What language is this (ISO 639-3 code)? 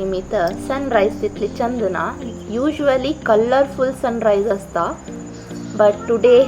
kok